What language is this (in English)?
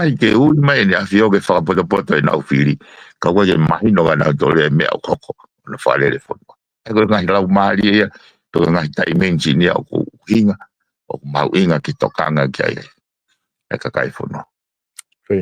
Tongan